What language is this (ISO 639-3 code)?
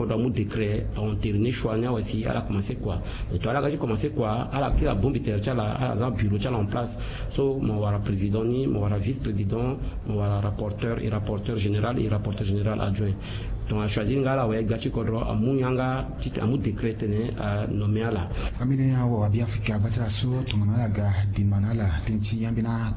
sag